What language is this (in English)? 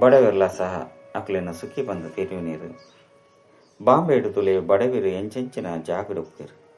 Tulu